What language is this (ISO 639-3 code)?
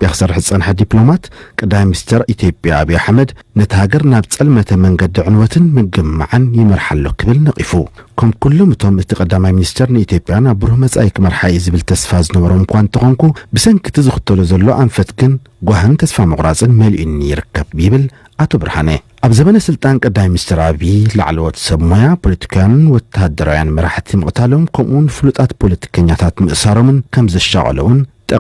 tir